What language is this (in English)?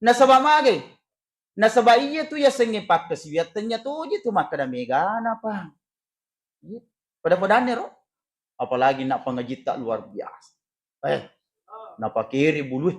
Buginese